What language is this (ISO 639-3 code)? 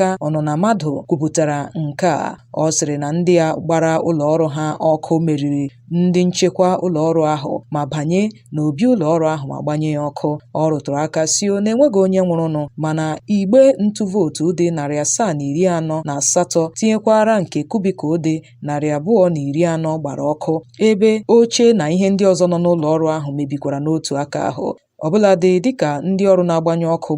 ibo